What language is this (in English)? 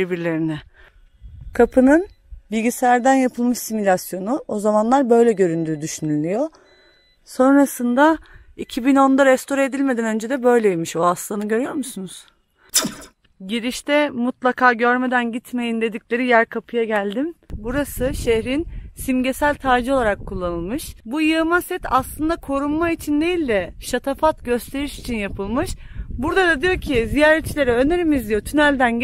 Turkish